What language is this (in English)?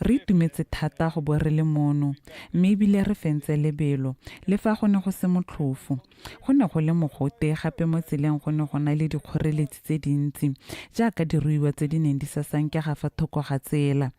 Tswana